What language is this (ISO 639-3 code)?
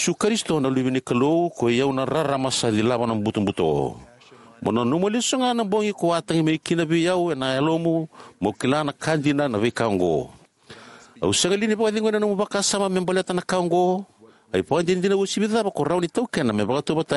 fij